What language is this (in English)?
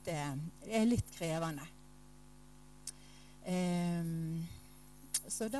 Norwegian